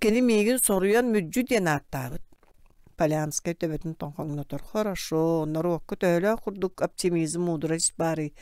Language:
Yakut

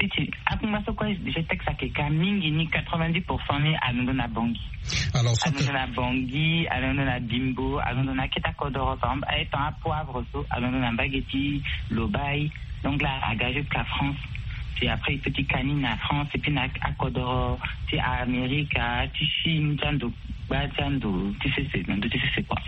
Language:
Sango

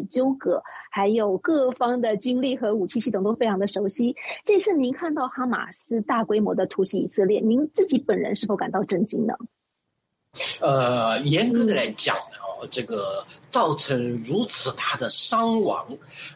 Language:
Chinese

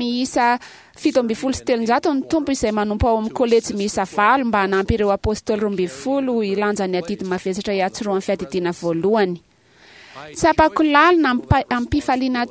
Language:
Malagasy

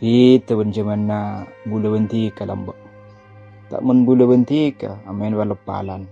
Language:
Madurese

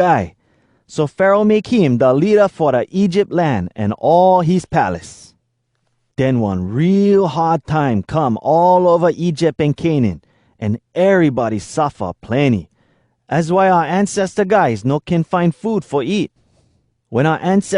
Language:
Hawai'i Creole English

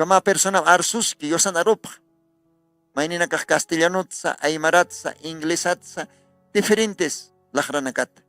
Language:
Aymara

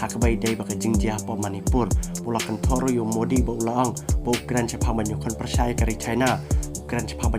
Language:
Khasi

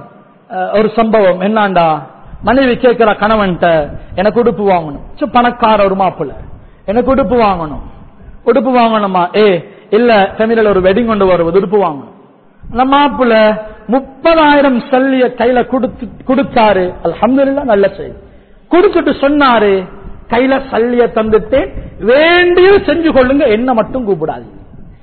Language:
Tamil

